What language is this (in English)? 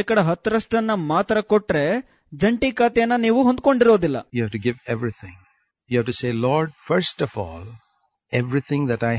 Kannada